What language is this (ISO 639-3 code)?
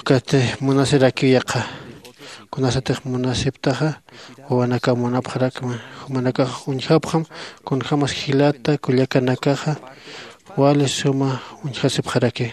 aym